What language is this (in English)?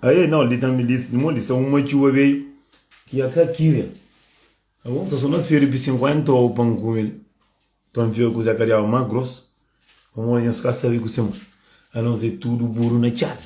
Kabuverdianu